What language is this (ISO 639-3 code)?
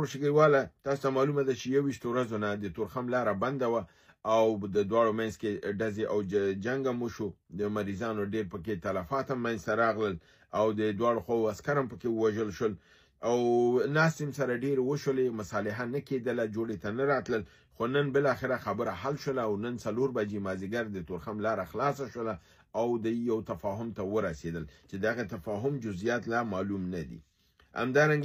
pus